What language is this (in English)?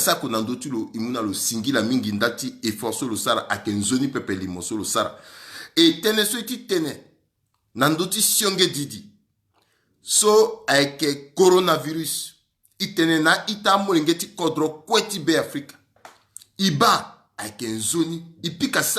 Sango